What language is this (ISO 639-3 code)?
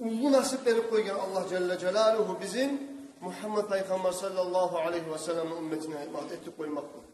kum